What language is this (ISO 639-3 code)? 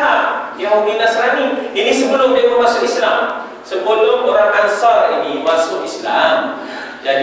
msa